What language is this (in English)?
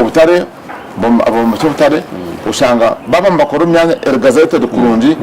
Nyankole